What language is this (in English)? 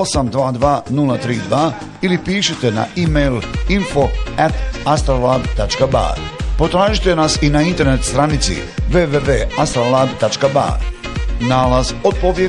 Bosnian